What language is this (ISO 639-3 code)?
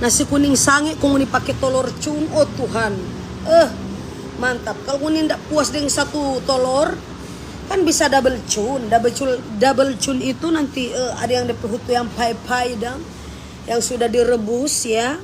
xmm